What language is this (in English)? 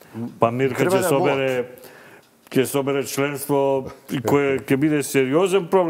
Macedonian